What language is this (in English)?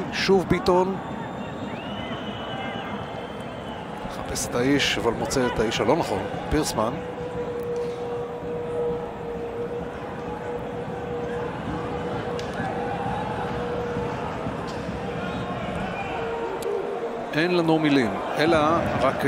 Hebrew